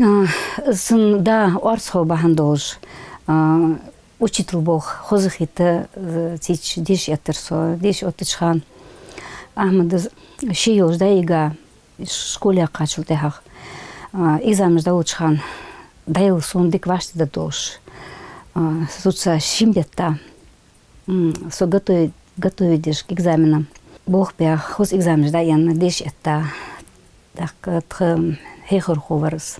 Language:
Ingush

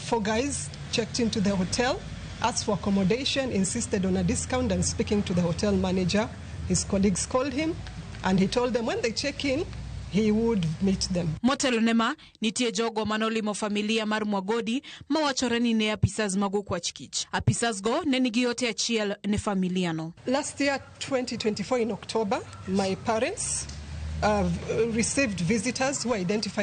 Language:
Luo (Kenya and Tanzania)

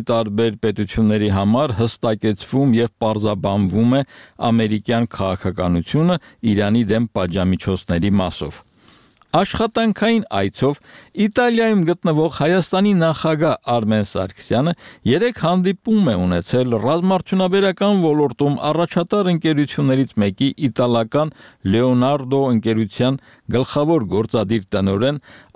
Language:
Armenian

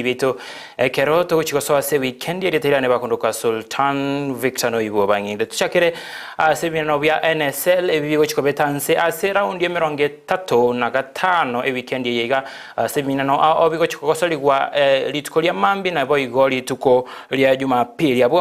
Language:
Gusii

